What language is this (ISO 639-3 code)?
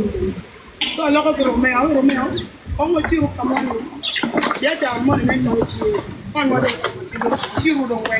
ach